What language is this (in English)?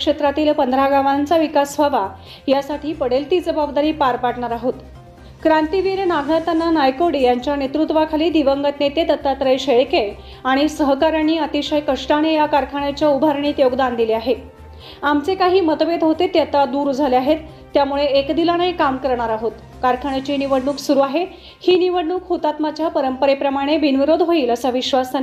Marathi